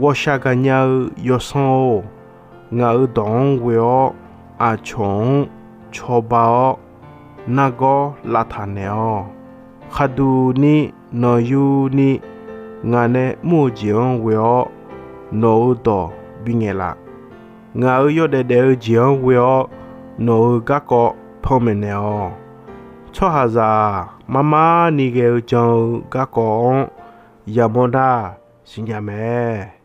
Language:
Akha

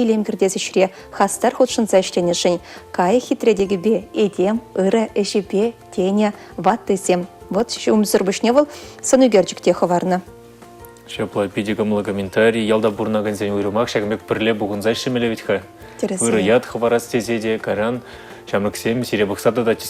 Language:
Chuvash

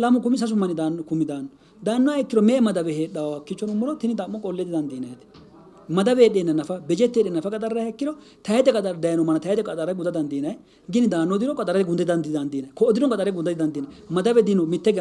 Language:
Sidamo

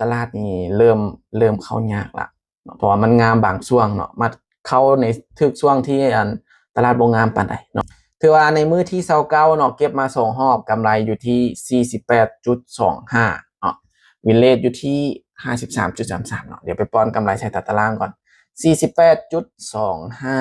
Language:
Lao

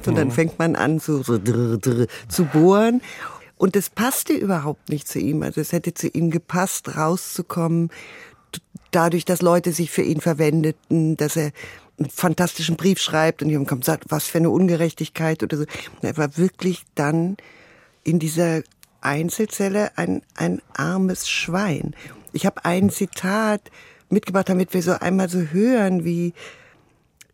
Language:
German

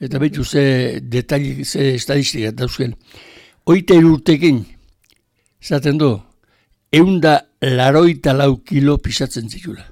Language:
Basque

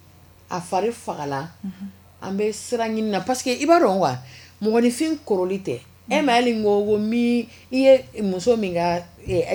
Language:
Bambara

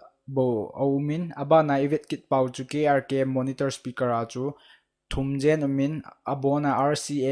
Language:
Thado Chin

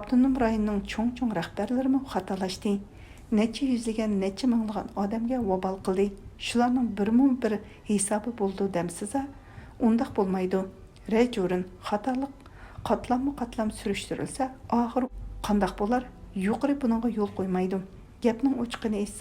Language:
Uyghur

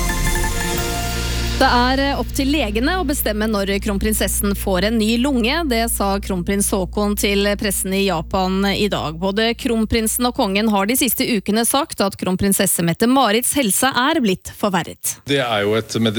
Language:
Norwegian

